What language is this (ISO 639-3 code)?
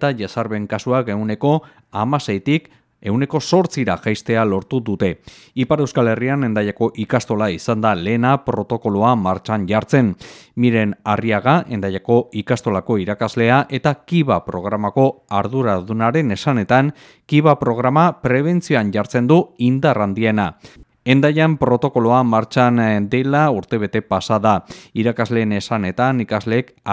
eus